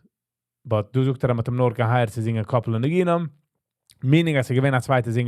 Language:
Yiddish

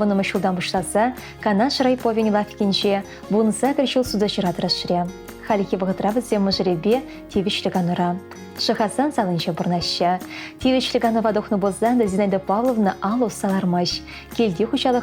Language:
Chuvash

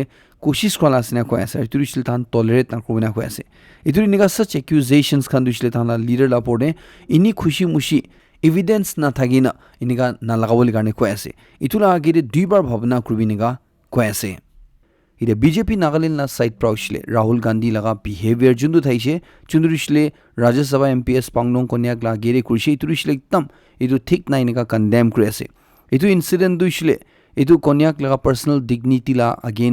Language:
Naga Pidgin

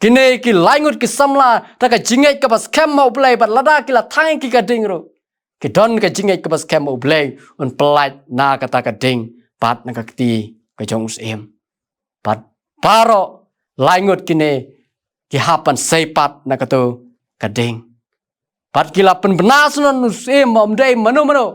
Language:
Khasi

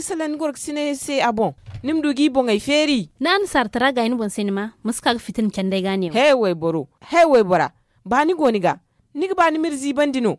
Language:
Zarma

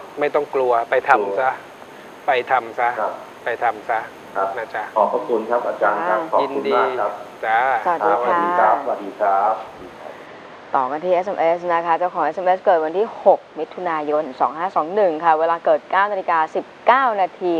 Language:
Thai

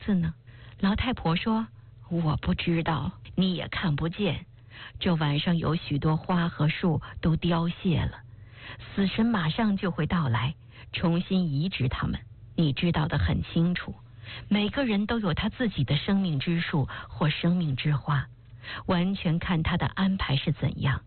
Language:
Chinese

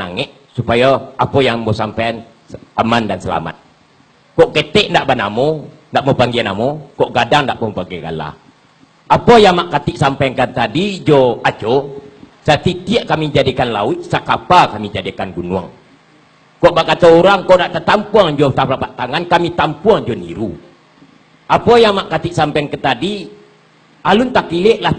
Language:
Minangkabau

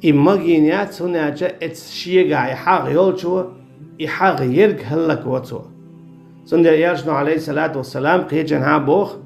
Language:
Chechen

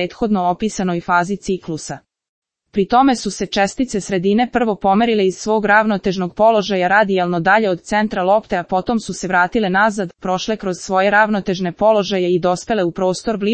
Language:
Serbian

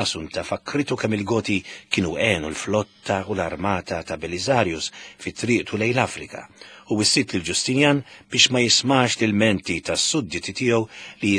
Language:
Maltese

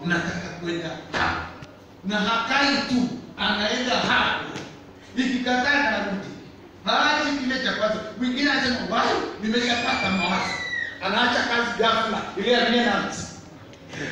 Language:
Swahili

